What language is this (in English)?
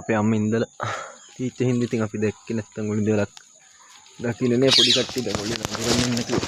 Sinhala